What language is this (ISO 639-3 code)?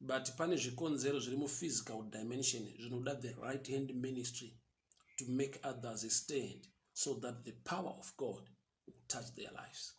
sna